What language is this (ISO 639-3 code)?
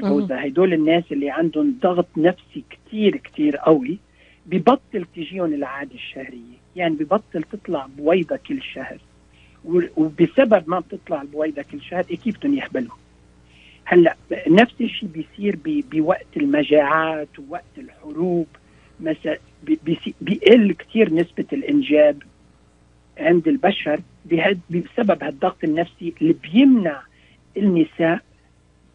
apc